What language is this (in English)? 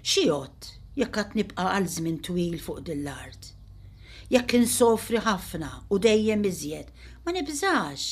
Maltese